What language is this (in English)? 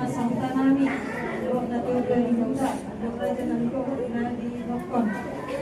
Batak Toba